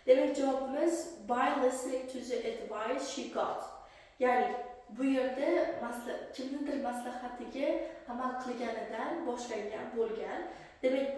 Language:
Uzbek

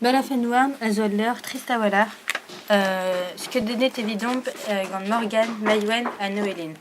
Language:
Breton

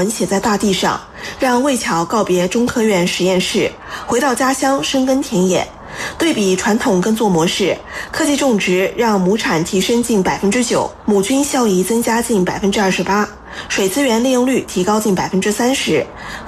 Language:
Chinese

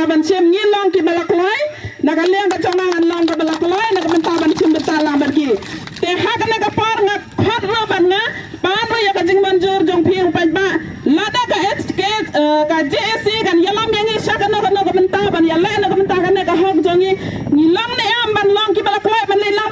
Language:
Khasi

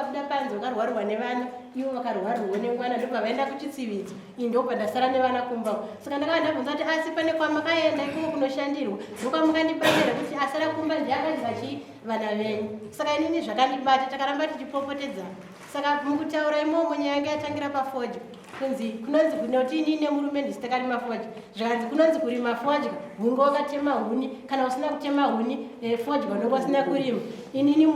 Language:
Shona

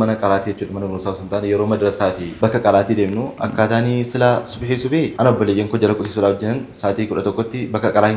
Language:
Oromo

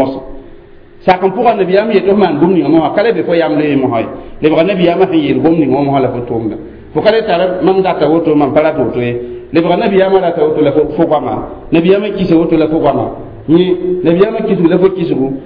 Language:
Mossi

